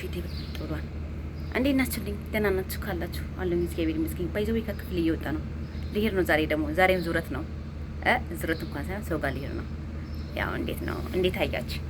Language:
Amharic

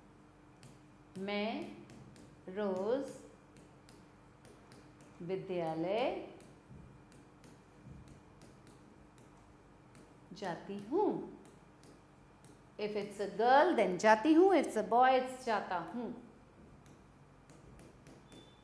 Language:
Hindi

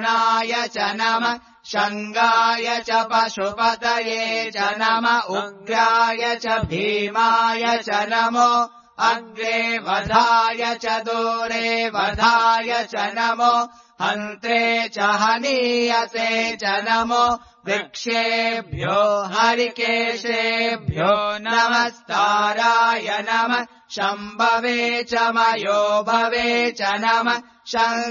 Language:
Sanskrit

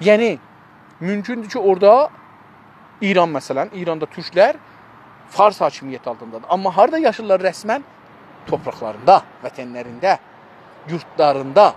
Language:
South Azerbaijani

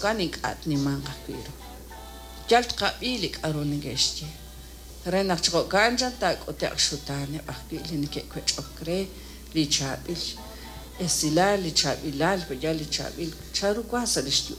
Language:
Kekchí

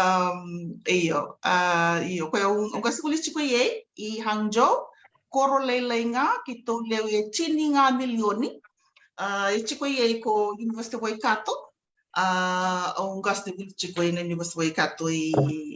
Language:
Fijian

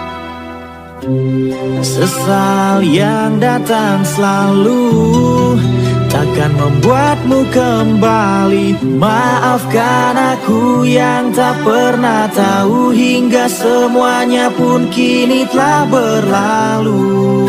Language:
Indonesian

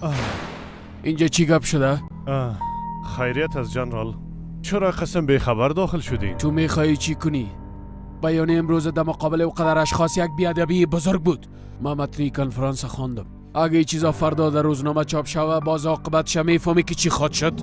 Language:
Persian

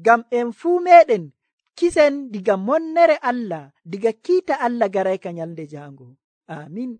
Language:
Nigerian Fulfulde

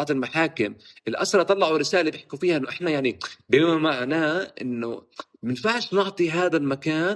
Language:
North Levantine Arabic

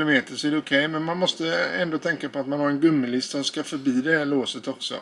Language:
Swedish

